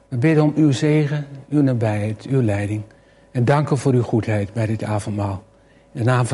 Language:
Dutch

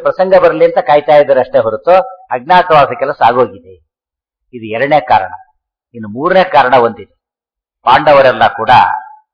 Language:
Kannada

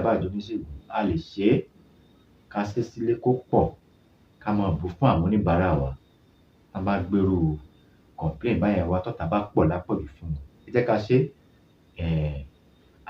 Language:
Yoruba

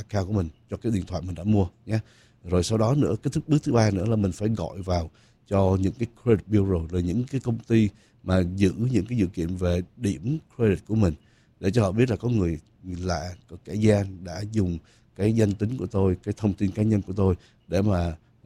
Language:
Vietnamese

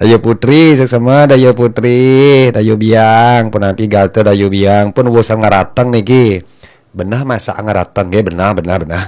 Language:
Balinese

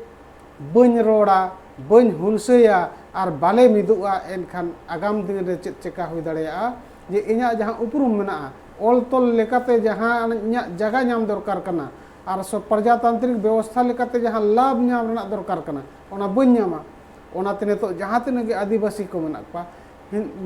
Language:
Santali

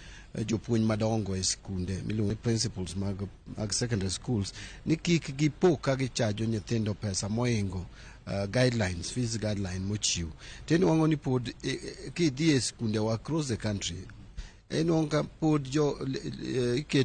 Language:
Luo (Kenya and Tanzania)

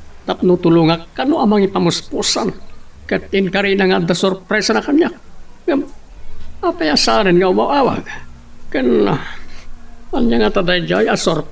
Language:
Iloko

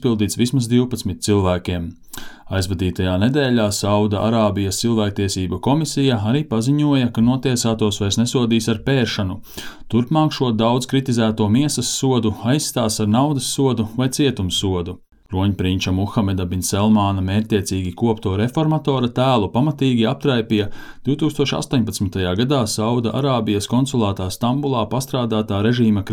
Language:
Latvian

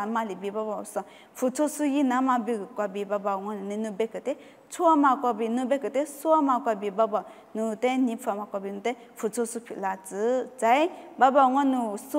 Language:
Lisu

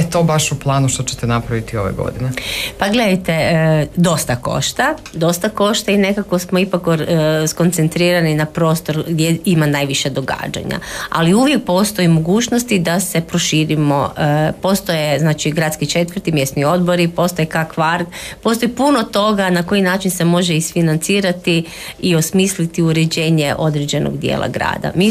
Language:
Croatian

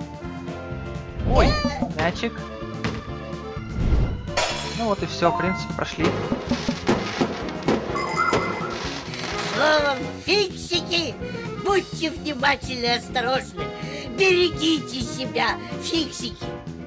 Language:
Russian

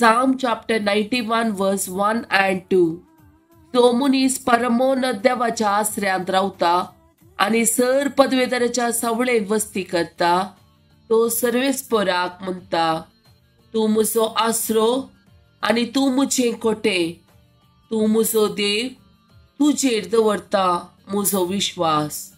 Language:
Konkani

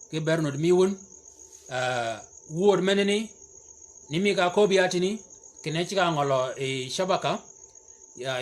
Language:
Shilluk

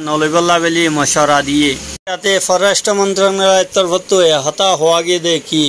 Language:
Rohingya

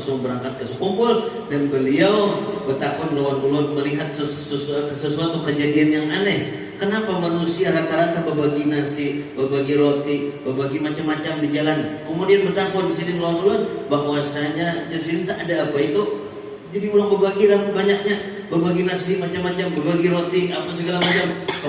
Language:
Banjar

